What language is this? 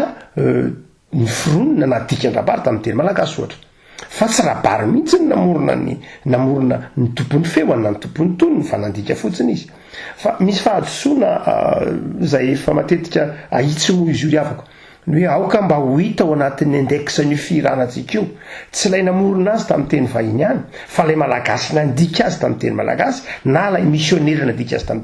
Malagasy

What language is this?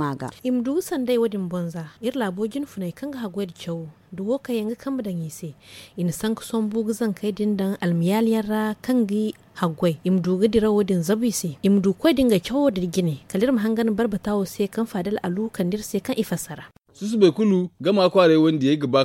Zarma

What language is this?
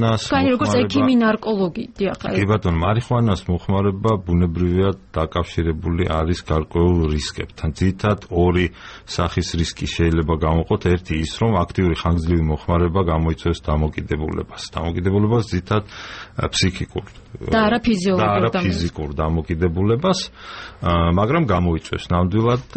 Georgian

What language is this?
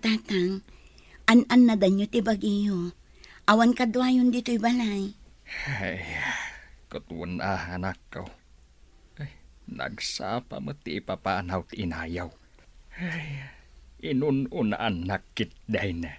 Iloko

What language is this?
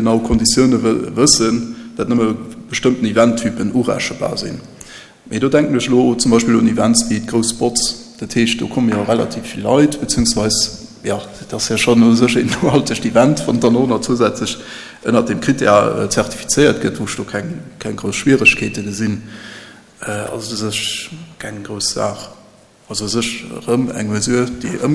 Luxembourgish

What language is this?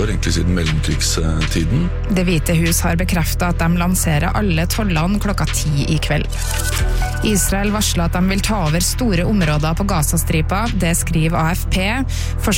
Norwegian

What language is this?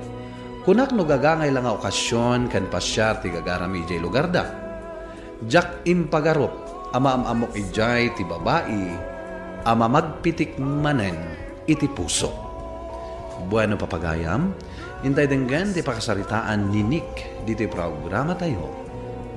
Iloko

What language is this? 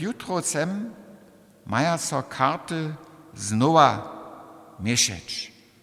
Upper Sorbian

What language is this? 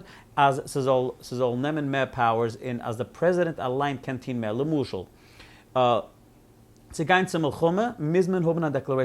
Yiddish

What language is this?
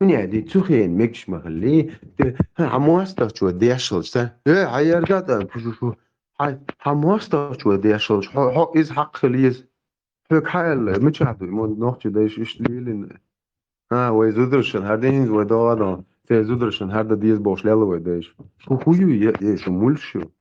Chechen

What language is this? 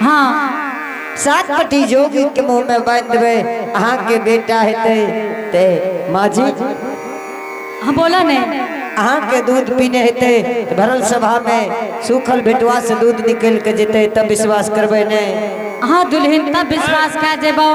Angika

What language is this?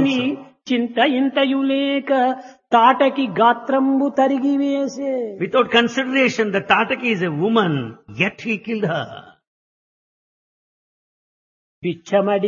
Telugu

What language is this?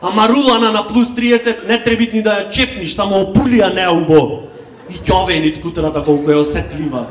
Macedonian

